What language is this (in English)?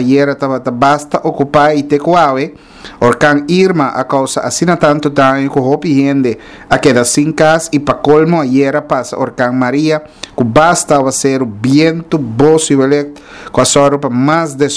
Papiamento